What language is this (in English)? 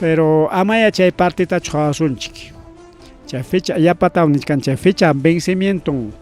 Ayacucho Quechua